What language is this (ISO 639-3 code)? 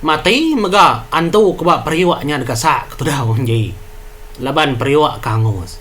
iba